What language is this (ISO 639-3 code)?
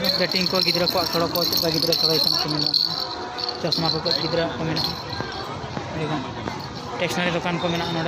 sat